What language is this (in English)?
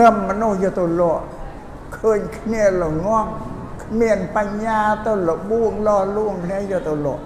Khmer